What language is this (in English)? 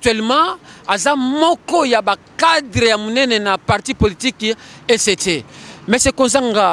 Lingala